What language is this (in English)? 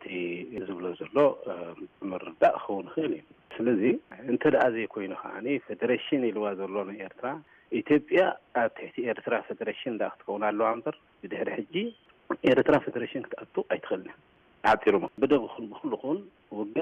Tigrinya